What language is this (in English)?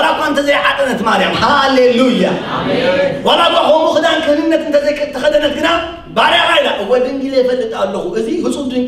Tigrinya